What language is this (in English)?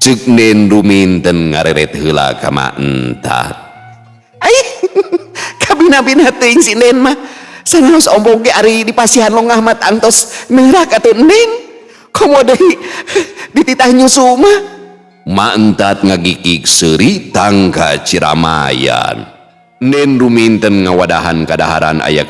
Sundanese